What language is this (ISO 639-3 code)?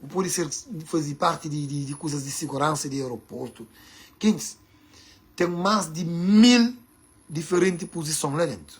kea